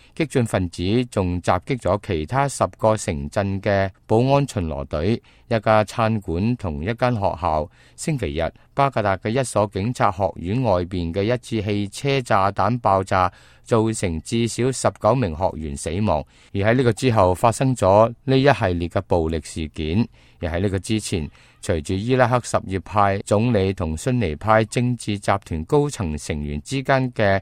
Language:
Cantonese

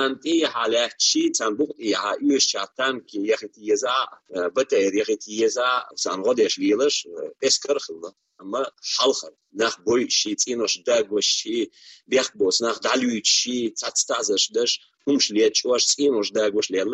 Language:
Chechen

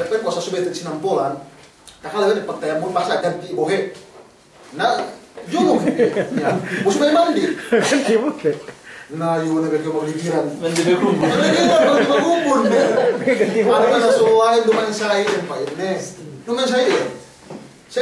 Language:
Yakan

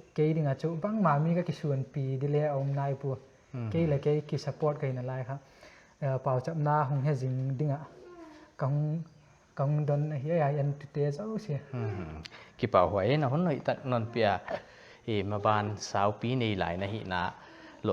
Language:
Paite Chin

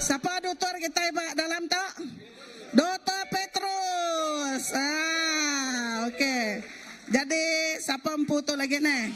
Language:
Iban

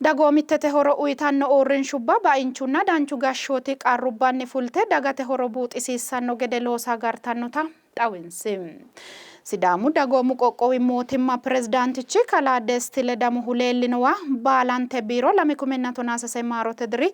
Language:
Sidamo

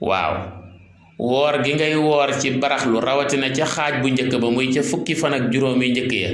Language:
Wolof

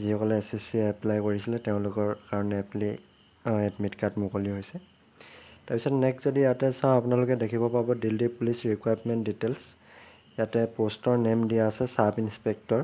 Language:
Assamese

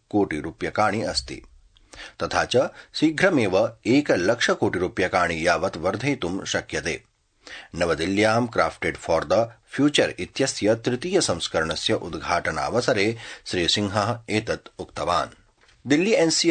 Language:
Sanskrit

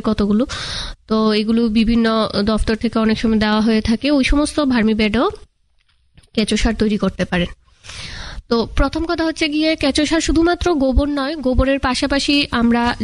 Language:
Bangla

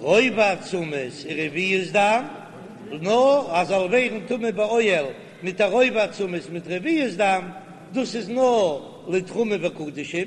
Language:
Yiddish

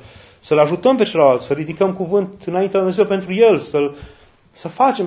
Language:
Romanian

